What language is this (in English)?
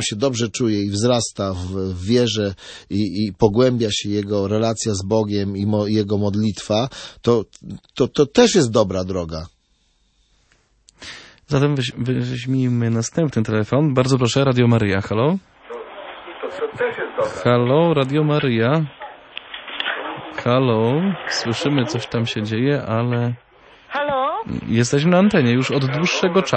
Polish